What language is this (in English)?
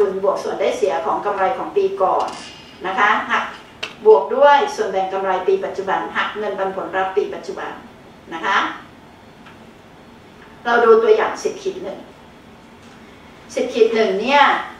Thai